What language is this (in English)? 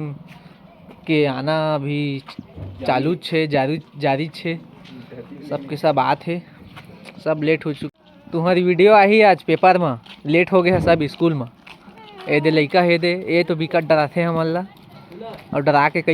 Chhattisgarhi